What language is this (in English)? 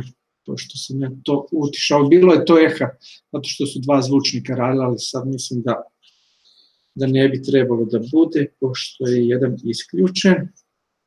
Serbian